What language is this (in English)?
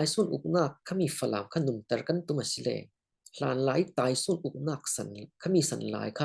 Falam Chin